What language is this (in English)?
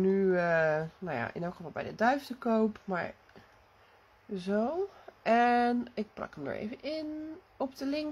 Dutch